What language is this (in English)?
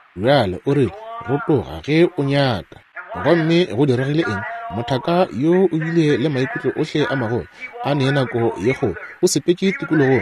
Northern Sotho